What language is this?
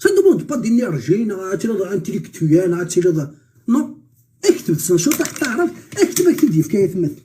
Kabyle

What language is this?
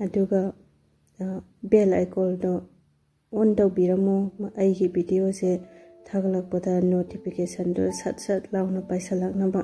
Manipuri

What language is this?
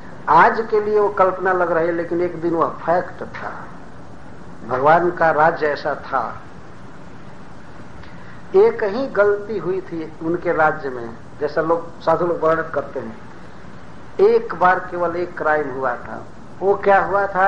Hindi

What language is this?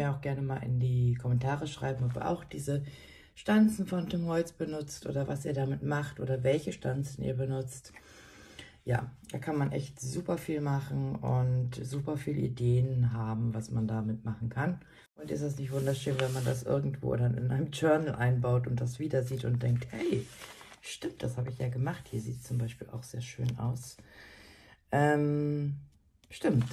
German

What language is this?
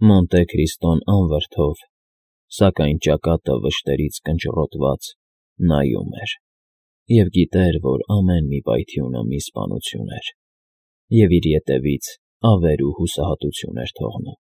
Armenian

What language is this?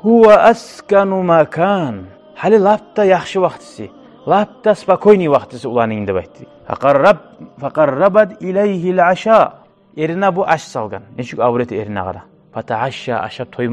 Kumyk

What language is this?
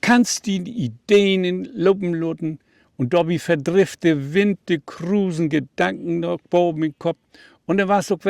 Low German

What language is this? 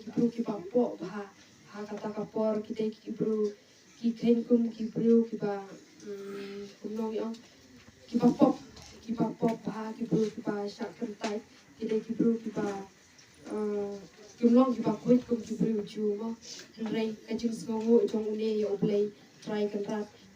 Khasi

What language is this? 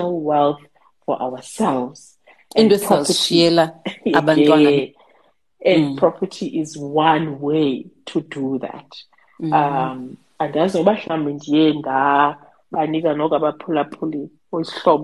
Xhosa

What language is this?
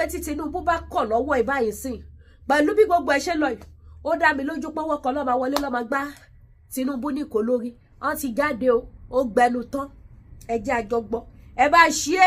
Yoruba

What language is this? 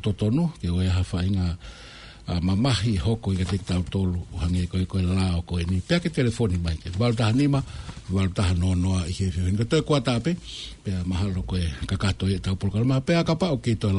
Tongan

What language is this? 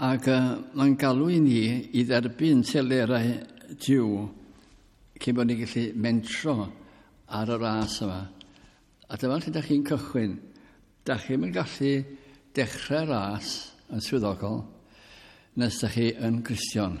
Welsh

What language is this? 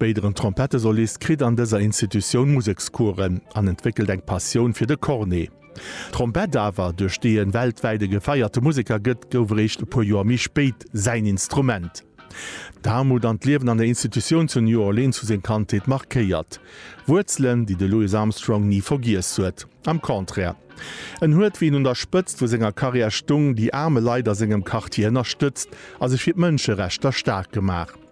Luxembourgish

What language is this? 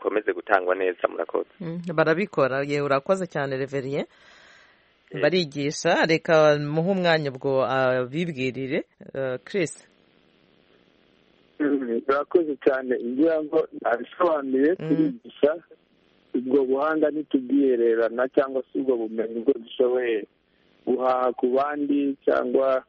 Kinyarwanda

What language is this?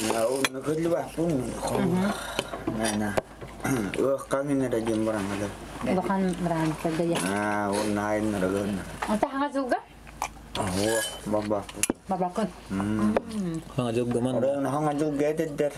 Yakut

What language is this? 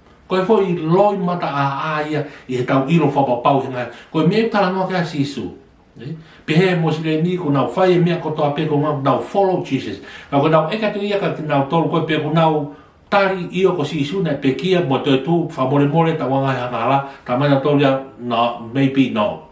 Tongan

